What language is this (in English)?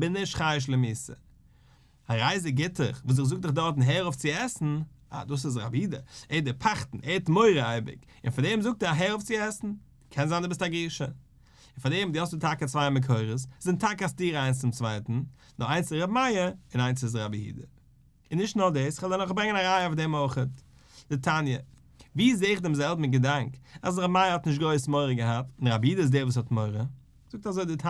Yiddish